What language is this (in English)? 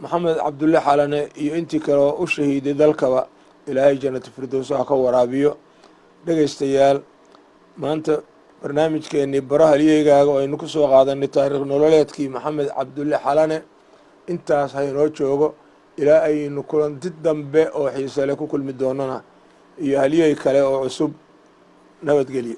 Somali